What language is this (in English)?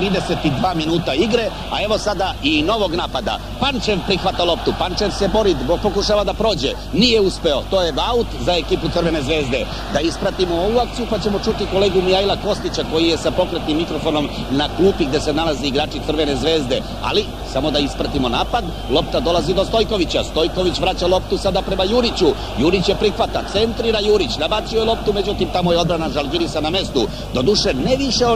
Serbian